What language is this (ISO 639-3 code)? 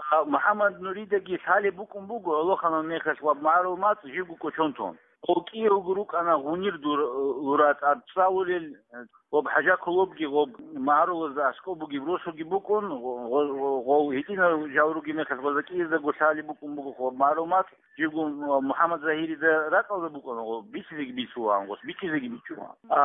ava